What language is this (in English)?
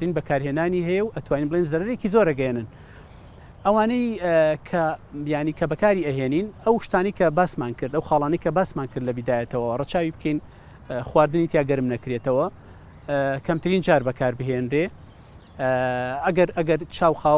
Central Kurdish